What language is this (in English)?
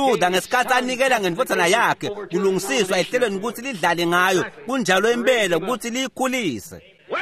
Swati